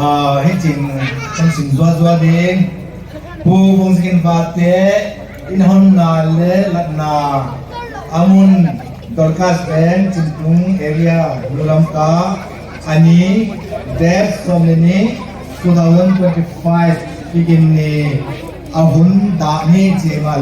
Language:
Paite Chin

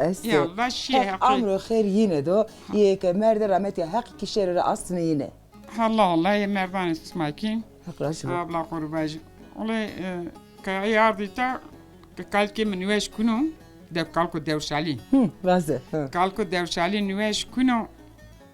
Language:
Zaza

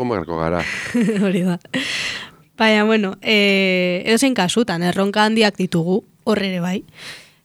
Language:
Basque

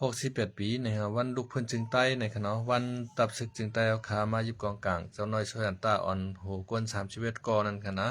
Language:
Shan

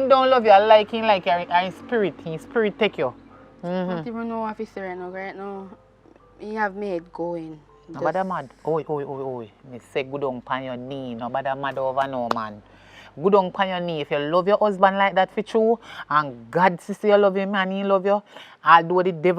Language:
Jamaican Creole English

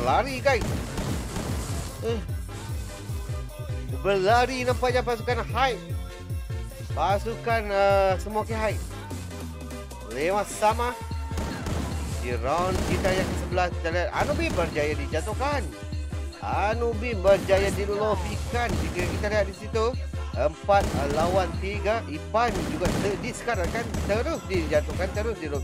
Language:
Malay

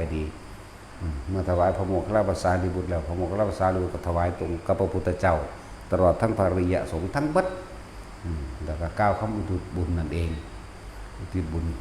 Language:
Northeastern Thai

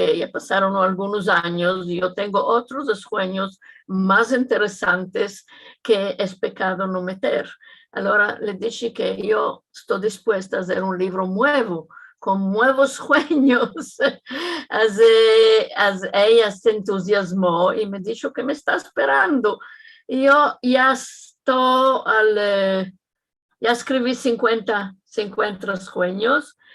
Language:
Ladino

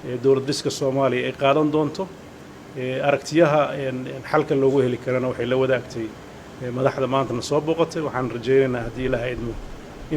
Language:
Somali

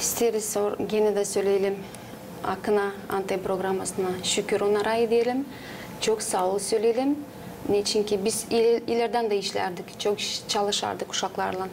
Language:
Gagauz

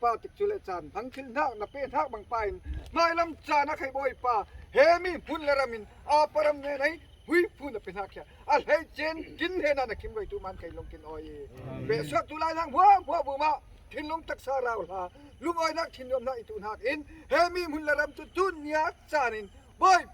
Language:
Falam Chin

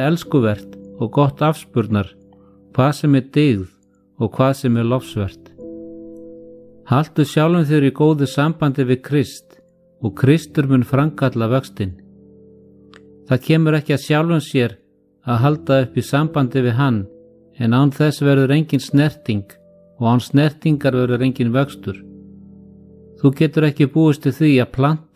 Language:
Icelandic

